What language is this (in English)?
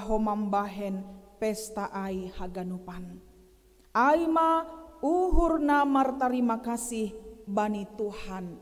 Batak Simalungun